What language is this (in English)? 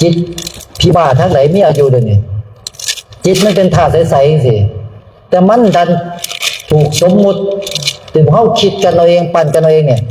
Northeastern Thai